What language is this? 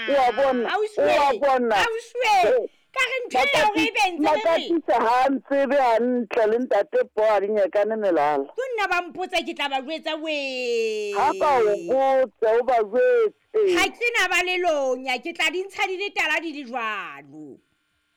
Southern Sotho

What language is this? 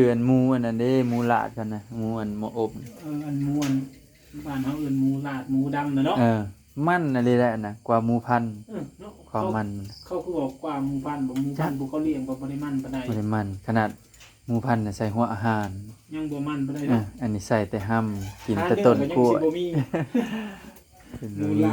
Northeastern Thai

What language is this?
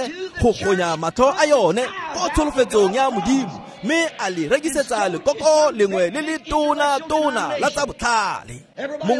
Tswana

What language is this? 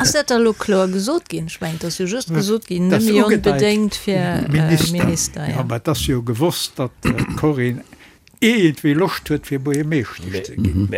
Luxembourgish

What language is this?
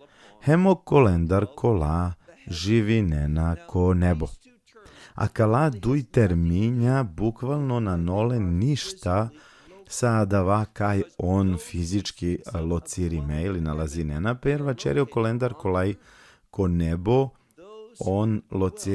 Balkan Romani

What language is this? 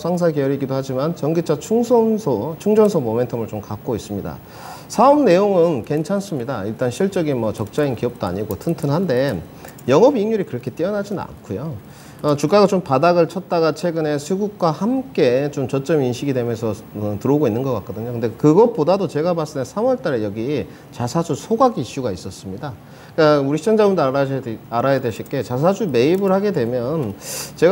Korean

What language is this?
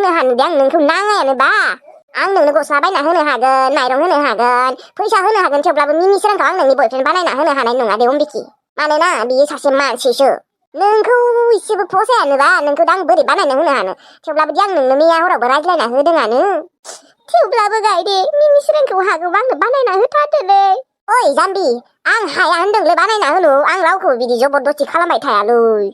Bodo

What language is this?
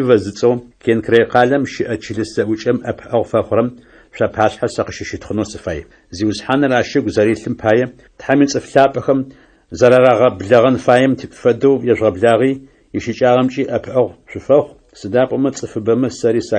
Adyghe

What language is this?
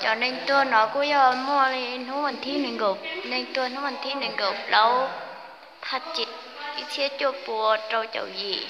Hmong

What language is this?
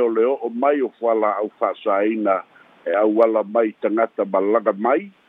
Samoan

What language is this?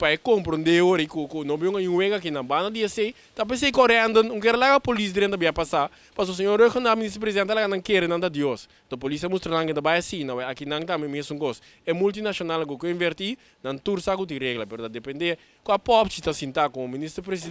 Papiamento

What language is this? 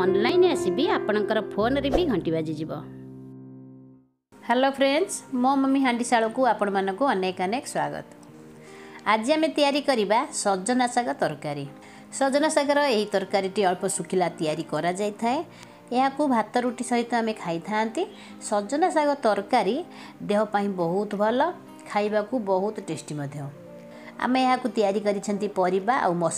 Odia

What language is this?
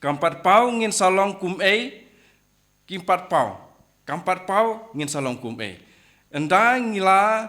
Khasi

